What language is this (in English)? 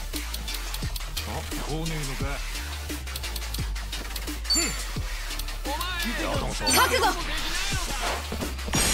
Japanese